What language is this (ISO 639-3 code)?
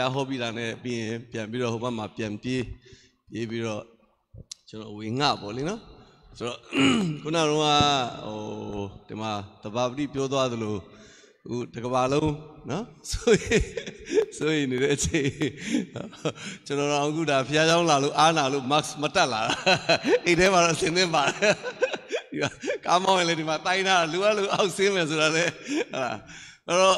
mya